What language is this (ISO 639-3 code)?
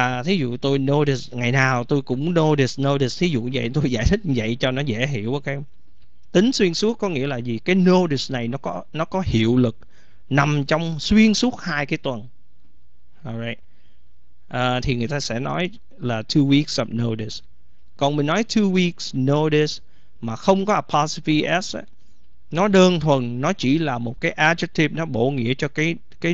vie